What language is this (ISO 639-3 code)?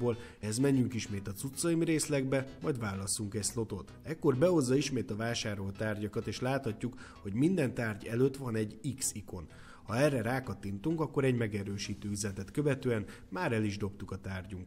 hun